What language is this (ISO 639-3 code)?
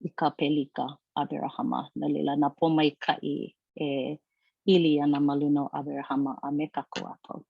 haw